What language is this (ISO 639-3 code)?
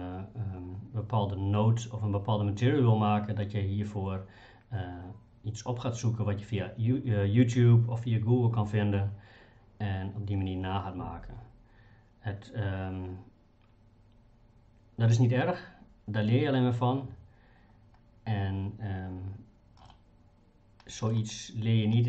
nld